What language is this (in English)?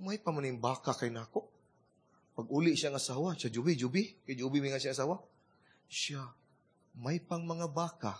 Cebuano